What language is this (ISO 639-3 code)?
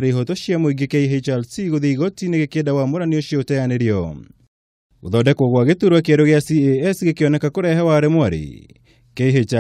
kik